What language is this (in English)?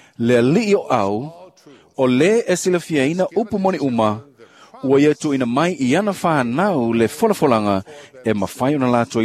Samoan